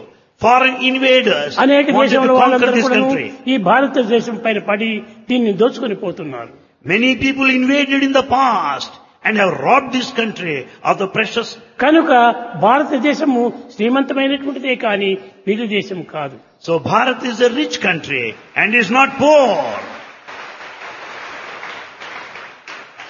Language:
Telugu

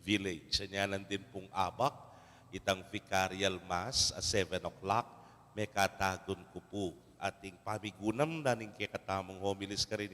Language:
Pampanga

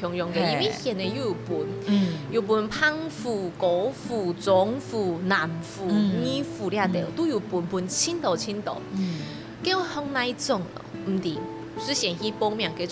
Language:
Hakka Chinese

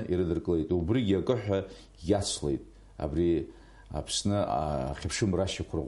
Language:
Abkhazian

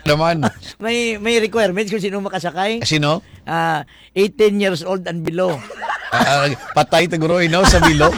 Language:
Hiligaynon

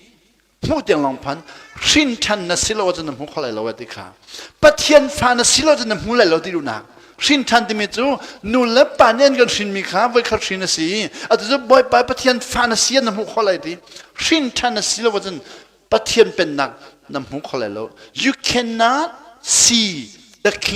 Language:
Hakha Chin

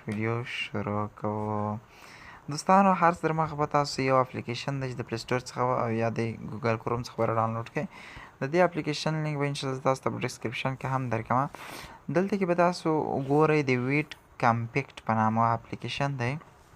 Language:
Pashto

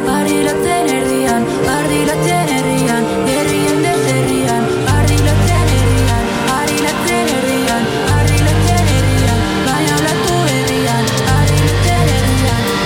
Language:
Basque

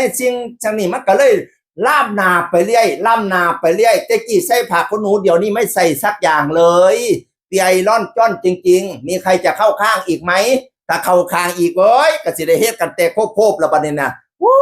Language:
Northeastern Thai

